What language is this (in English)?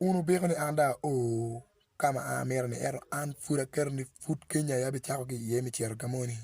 Acoli